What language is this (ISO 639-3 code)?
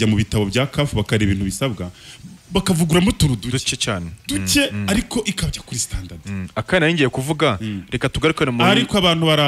kin